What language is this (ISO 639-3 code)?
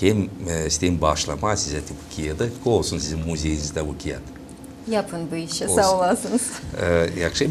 gag